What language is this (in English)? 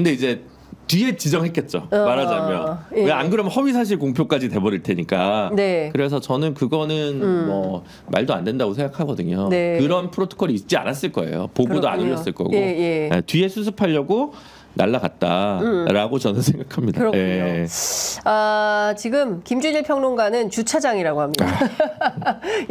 Korean